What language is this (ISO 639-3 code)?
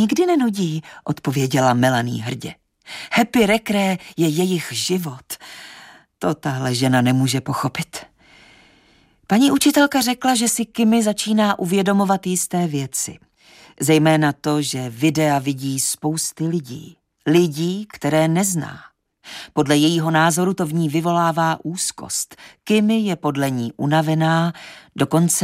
ces